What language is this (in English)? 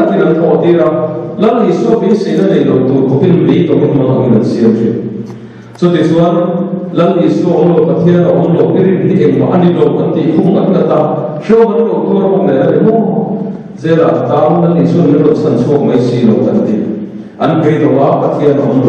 Mizo